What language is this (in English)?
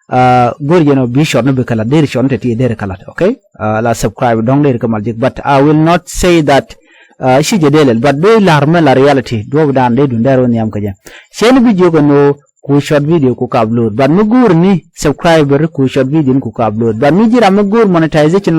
Nuer